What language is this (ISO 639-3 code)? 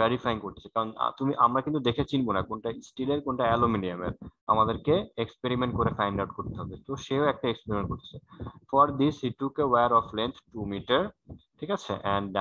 ben